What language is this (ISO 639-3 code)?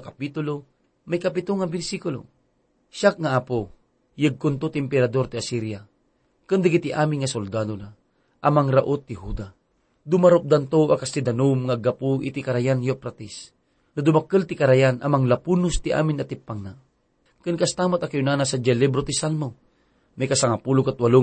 ilo